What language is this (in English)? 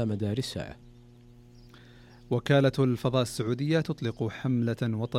Arabic